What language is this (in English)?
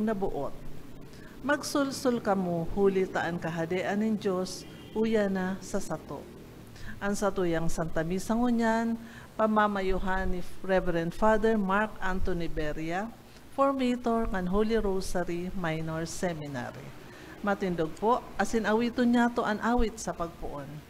Bikol